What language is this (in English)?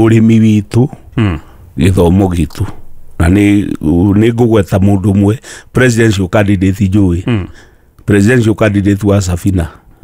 Kikuyu